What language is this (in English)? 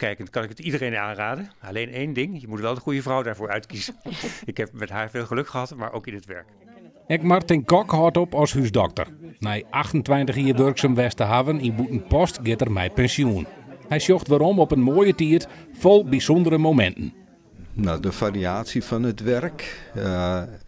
Western Frisian